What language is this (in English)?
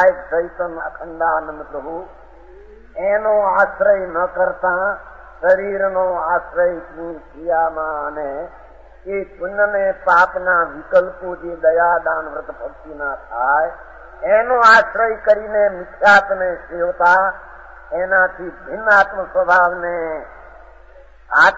Gujarati